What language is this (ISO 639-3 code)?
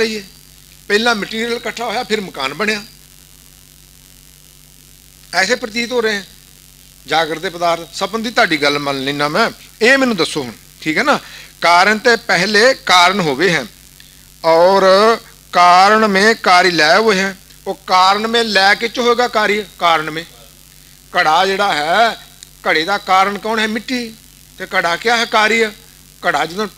pan